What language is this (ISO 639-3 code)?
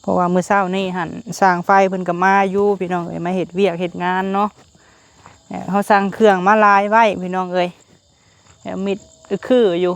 lao